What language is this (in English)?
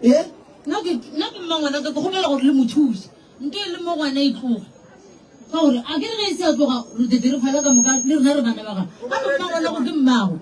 Northern Sotho